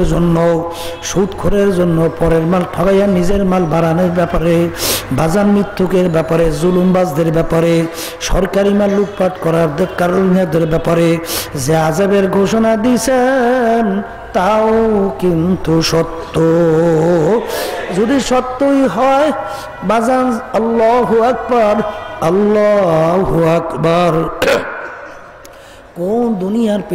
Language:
Bangla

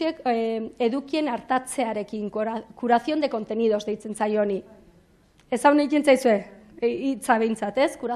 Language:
Basque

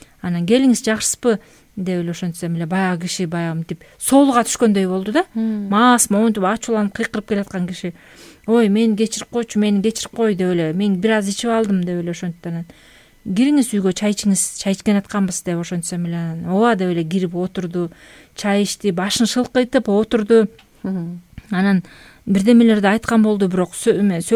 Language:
Kyrgyz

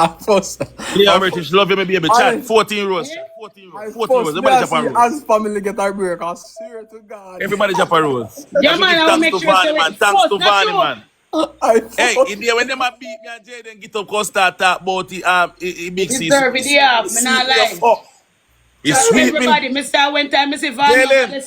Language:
Jamaican Creole English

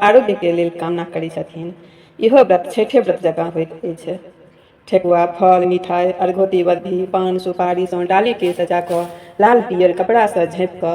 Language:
Maithili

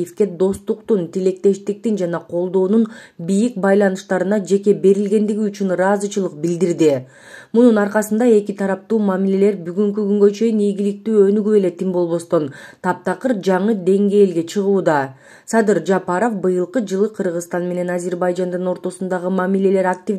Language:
Kyrgyz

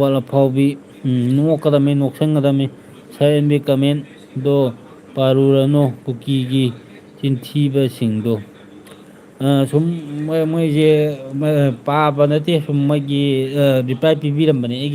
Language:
Manipuri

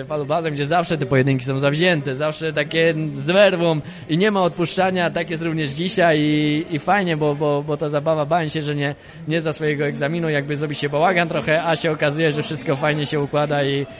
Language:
Polish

